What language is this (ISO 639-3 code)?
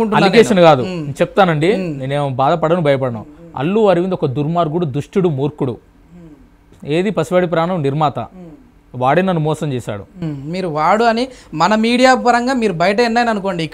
tel